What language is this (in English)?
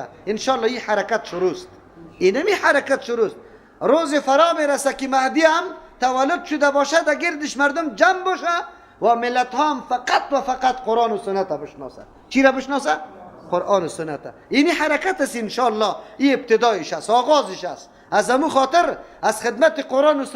Persian